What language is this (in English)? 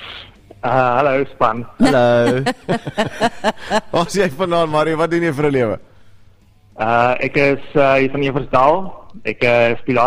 Afrikaans